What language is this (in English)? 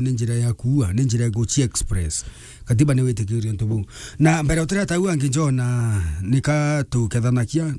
Meru